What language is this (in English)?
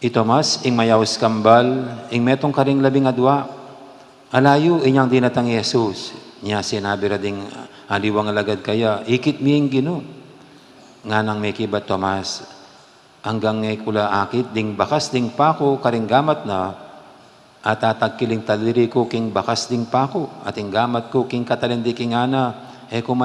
Pampanga